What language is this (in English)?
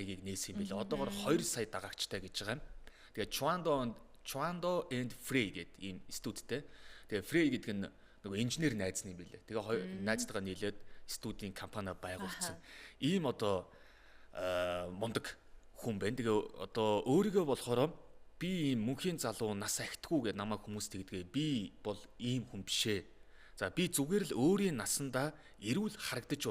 Mongolian